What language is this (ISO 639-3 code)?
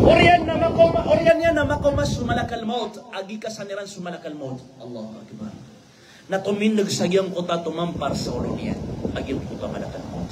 mrw